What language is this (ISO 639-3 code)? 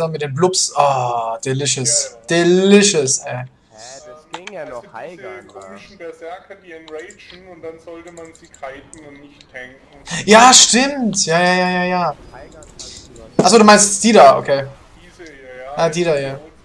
deu